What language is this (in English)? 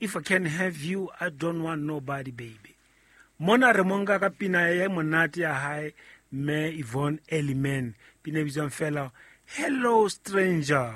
Southern Sotho